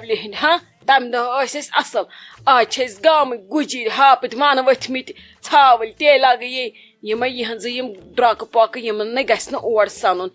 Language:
Kashmiri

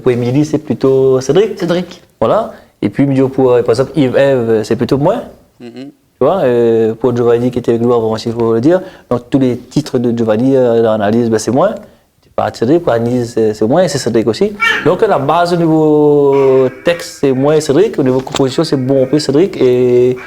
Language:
Réunion Creole French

